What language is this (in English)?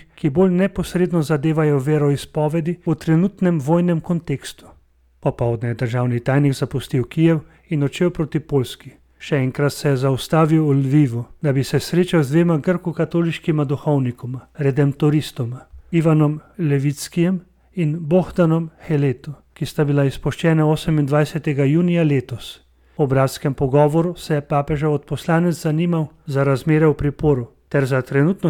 Slovenian